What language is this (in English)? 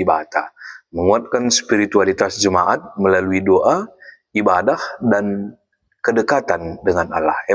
Batak Karo